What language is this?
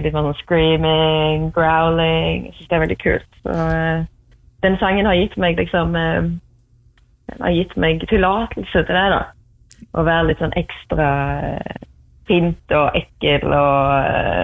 Norwegian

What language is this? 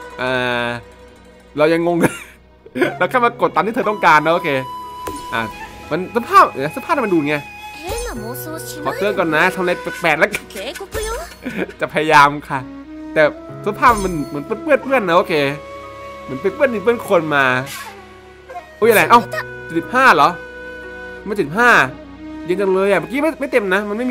Thai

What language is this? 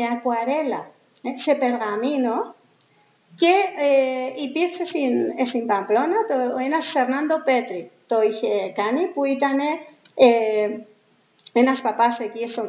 Greek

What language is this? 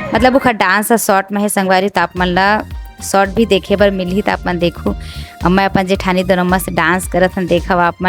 Chhattisgarhi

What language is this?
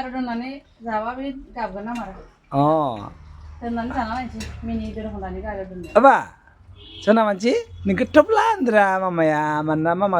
Bodo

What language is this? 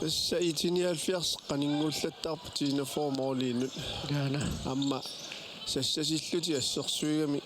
Kalaallisut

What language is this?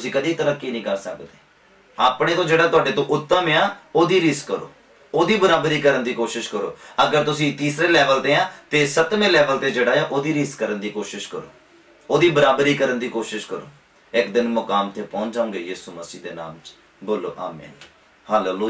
Punjabi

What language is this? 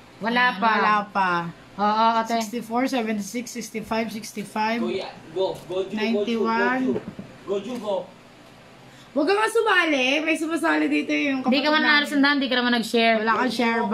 Filipino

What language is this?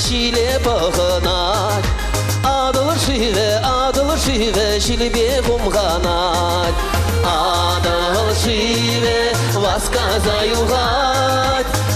Chuvash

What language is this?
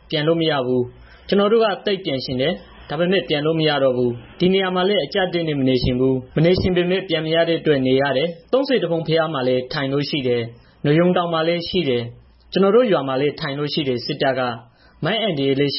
Burmese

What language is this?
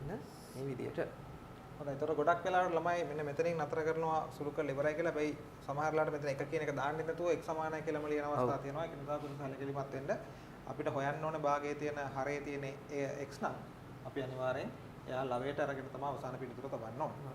Sinhala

